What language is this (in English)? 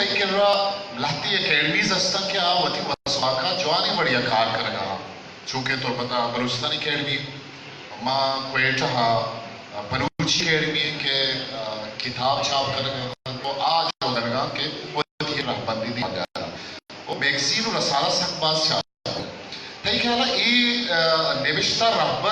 Eastern Balochi